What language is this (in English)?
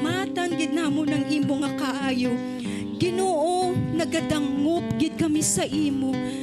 Hiligaynon